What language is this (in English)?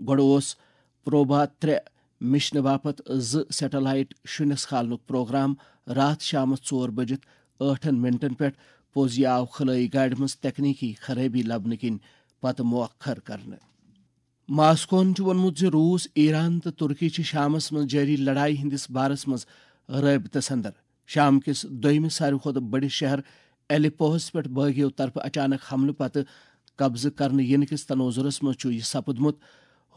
Kashmiri